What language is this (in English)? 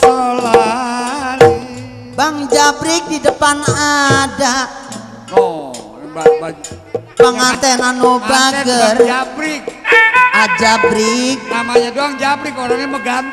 Betawi